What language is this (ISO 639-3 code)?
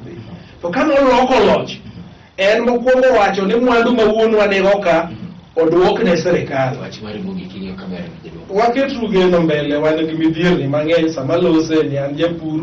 luo